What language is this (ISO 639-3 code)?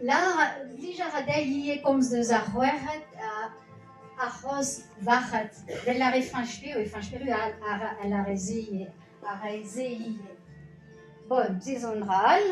bre